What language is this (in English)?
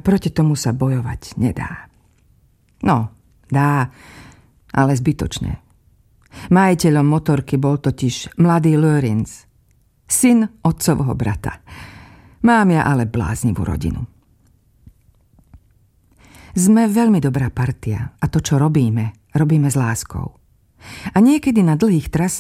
Slovak